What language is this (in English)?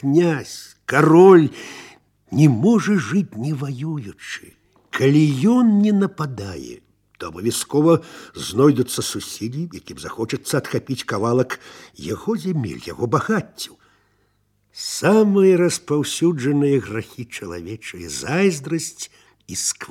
Belarusian